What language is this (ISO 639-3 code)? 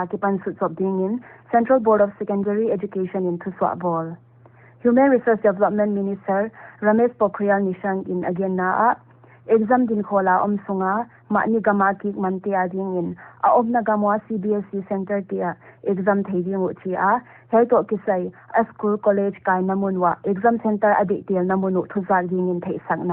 pck